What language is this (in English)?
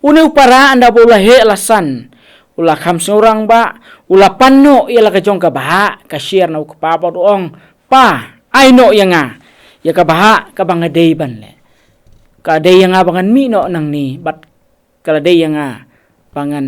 Khasi